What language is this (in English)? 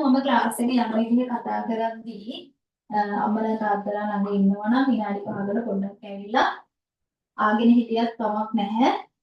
Sinhala